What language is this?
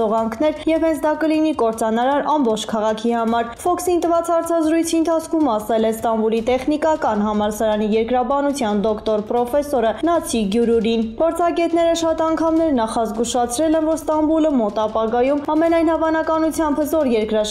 Armenian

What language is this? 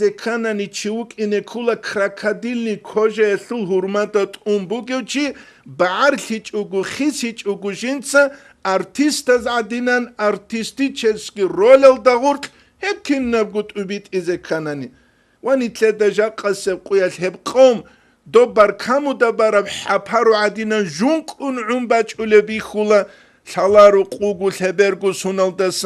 Avaric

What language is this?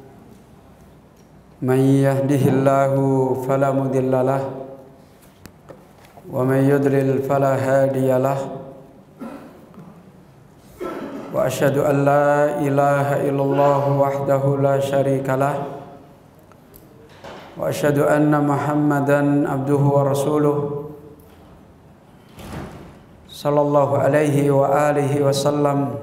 Indonesian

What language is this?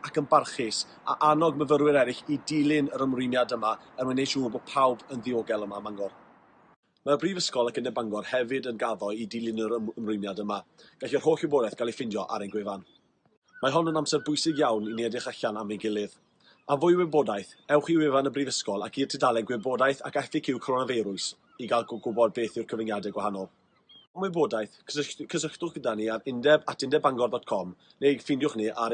Welsh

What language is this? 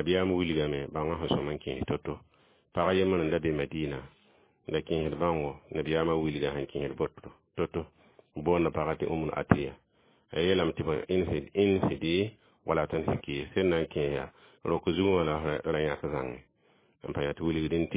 Mossi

